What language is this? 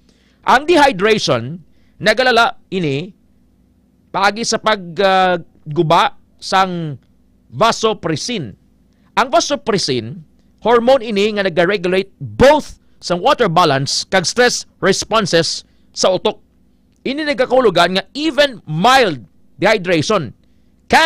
Hiligaynon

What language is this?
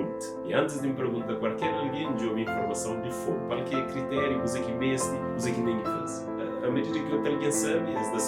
Kabuverdianu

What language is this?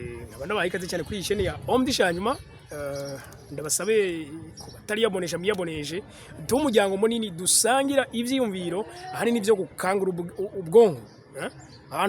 Rundi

